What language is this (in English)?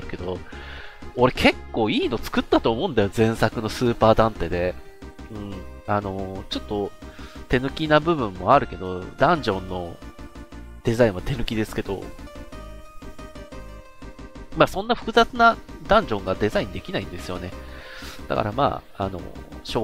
Japanese